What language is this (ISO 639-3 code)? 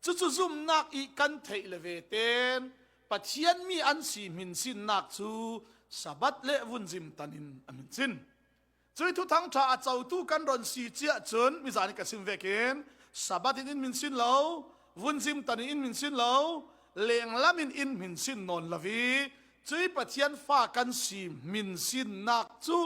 cfm